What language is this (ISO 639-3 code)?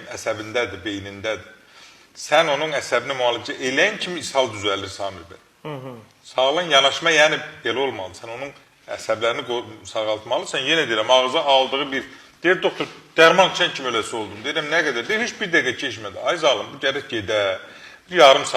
aze